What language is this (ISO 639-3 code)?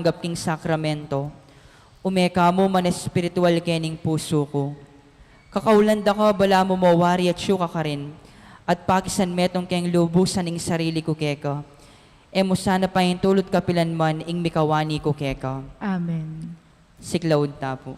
pam